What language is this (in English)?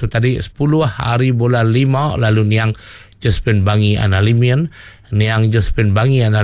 Iban